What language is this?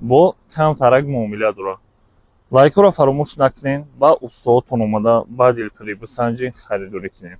Tajik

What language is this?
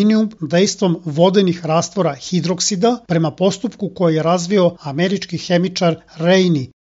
Serbian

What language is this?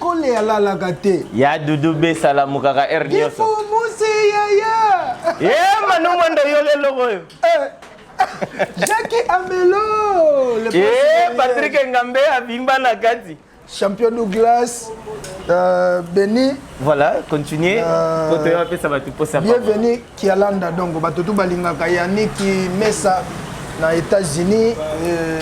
Lingala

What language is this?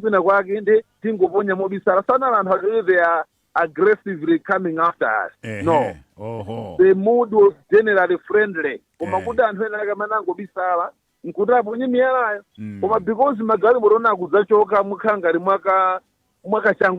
Nyanja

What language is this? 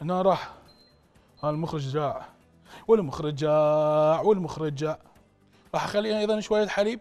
Mesopotamian Arabic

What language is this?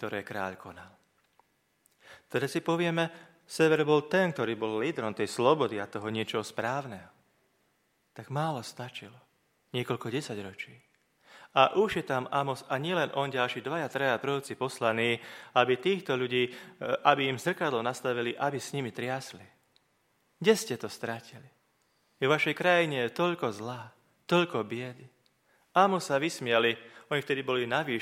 Slovak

